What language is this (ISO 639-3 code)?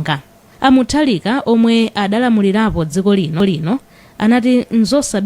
nya